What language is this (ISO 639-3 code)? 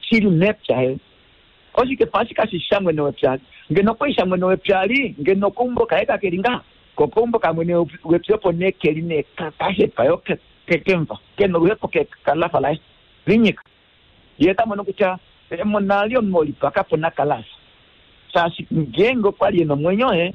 kua